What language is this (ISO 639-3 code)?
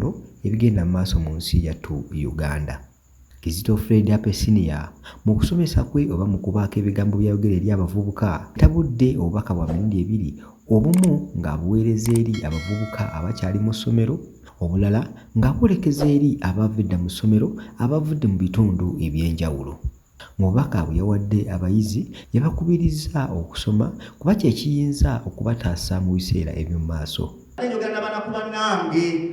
lug